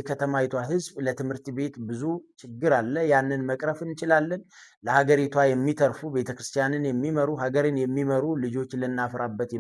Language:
Amharic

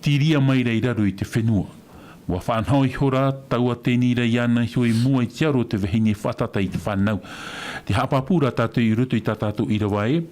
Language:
Tahitian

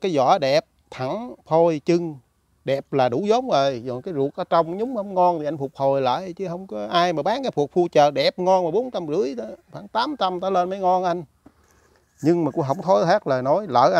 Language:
Vietnamese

